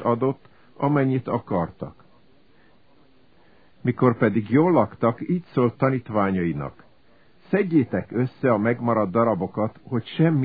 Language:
Hungarian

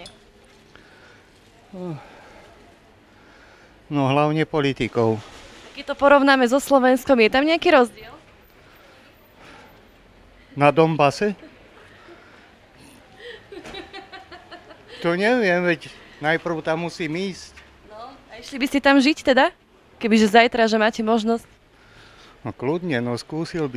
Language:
Slovak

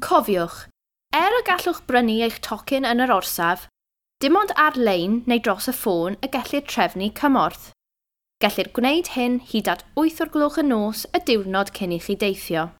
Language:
Welsh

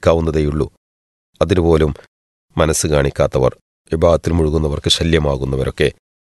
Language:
Malayalam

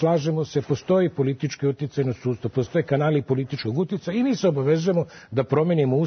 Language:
Serbian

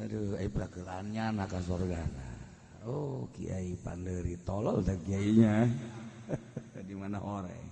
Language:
Sundanese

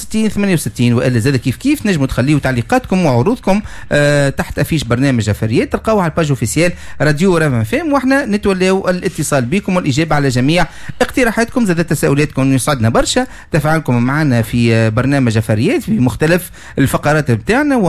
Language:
Tunisian Arabic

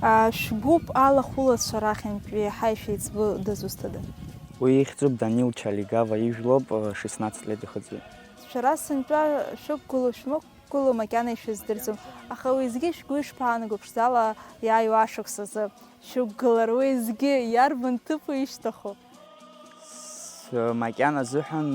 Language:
Abkhazian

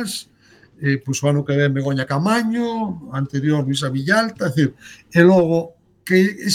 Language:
Galician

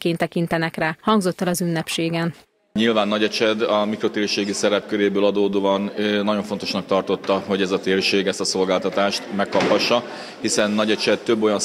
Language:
Hungarian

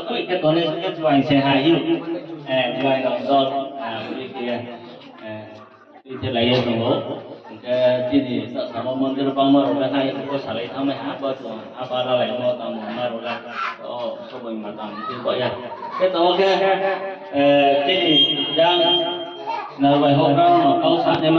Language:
Riang (India)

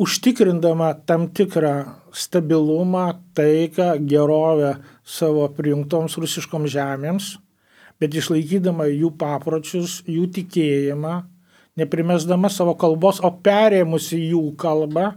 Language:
Lithuanian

